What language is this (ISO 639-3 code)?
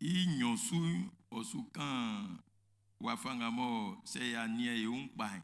bci